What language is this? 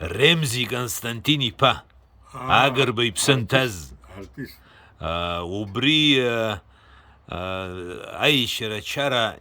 Abkhazian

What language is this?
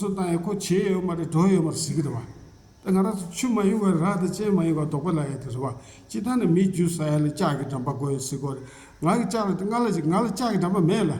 Tibetan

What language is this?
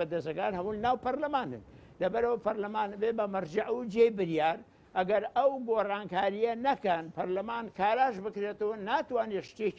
Central Kurdish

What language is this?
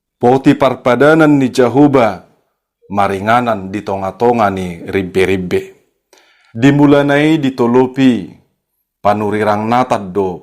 Batak Toba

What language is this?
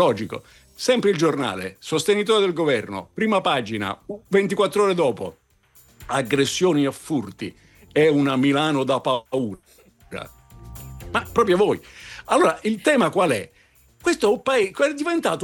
Italian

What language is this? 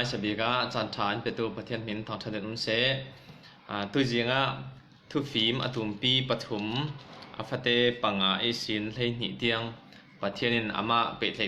Falam Chin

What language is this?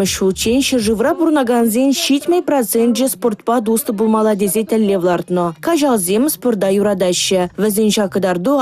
Chuvash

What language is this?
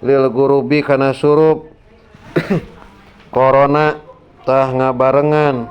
Sundanese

